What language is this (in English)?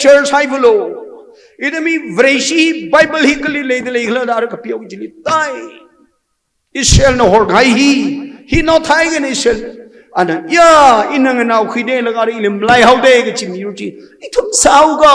Tangkhul Naga (India)